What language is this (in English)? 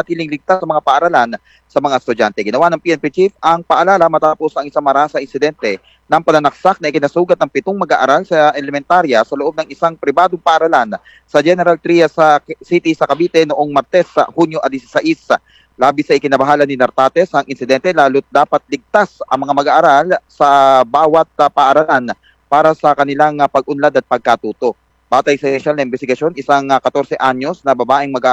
Filipino